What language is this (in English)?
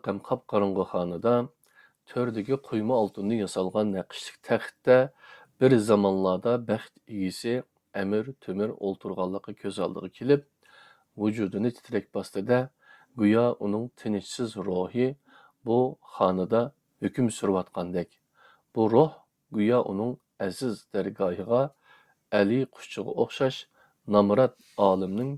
Uyghur